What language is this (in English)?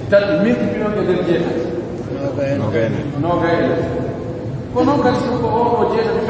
Pular